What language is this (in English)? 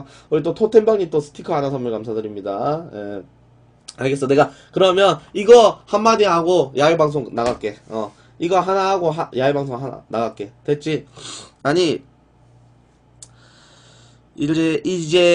Korean